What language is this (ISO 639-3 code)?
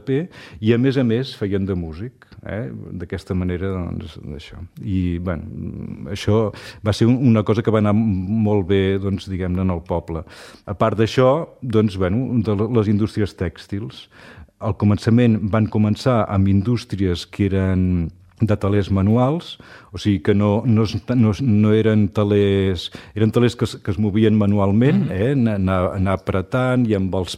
cat